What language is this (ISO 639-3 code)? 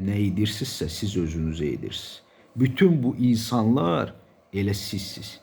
aze